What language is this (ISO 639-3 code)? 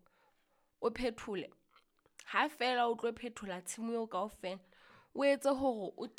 sot